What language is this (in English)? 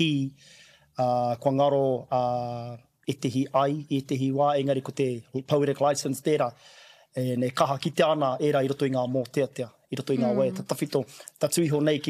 Māori